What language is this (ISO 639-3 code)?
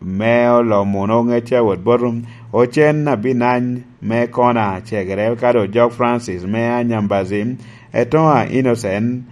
laj